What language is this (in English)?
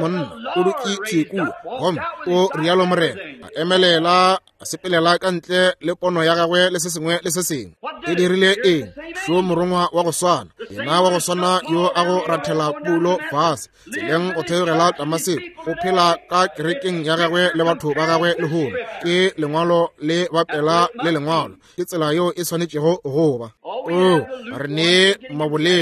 Northern Sotho